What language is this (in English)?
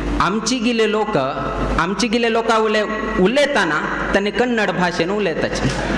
Konkani